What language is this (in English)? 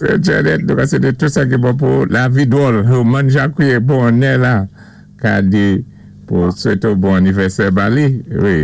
Saint Lucian Creole French